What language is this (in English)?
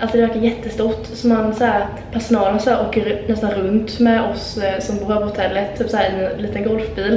Swedish